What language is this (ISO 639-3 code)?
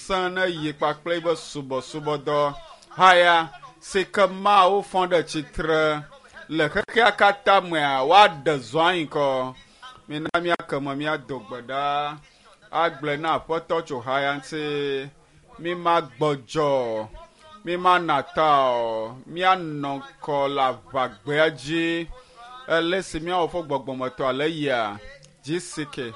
ewe